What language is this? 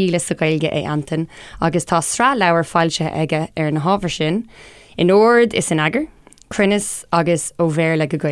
Irish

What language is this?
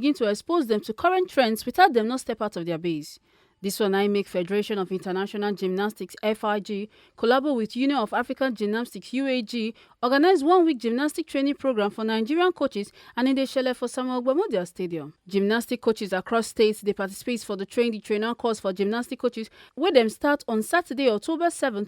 Nigerian Pidgin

